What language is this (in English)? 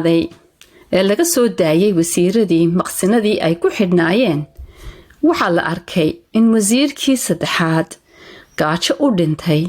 Somali